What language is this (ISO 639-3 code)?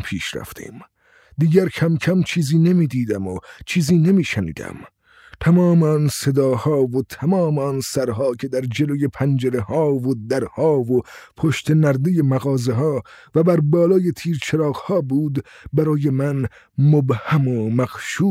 fas